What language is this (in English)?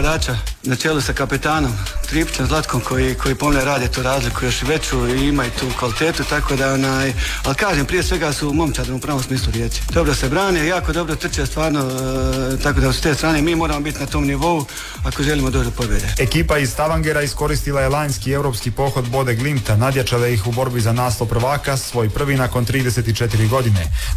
Croatian